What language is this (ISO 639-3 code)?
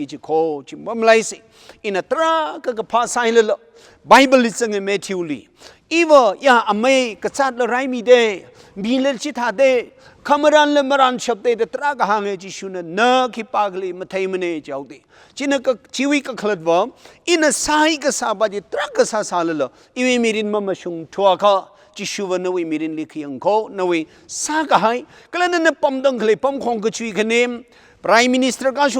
nmf